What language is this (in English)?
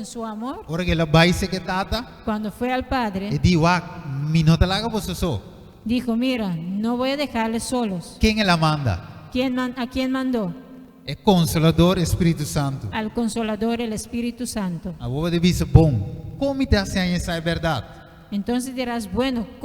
Papiamento